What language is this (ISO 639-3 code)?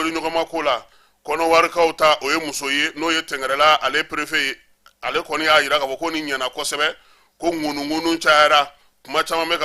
bam